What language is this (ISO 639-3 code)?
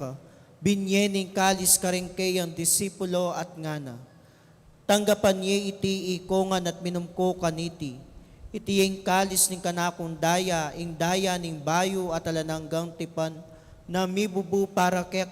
pam